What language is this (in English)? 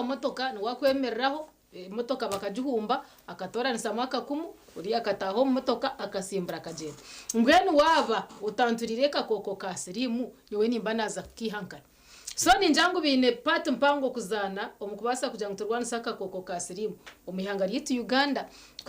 Nyankole